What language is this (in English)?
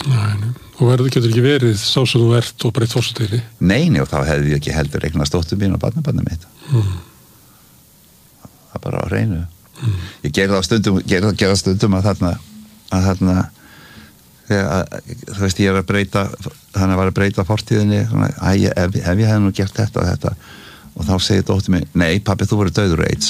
Icelandic